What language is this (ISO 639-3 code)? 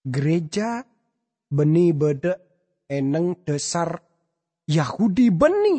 mad